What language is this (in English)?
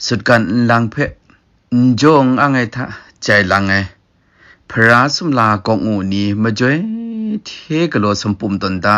Kachin